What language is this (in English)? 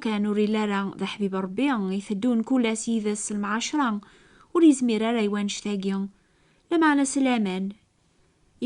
Kabyle